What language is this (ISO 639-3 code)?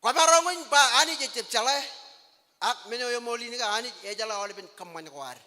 mah